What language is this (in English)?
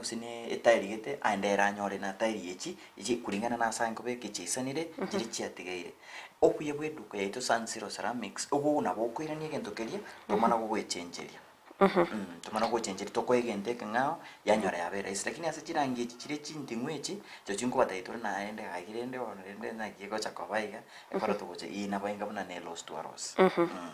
Gusii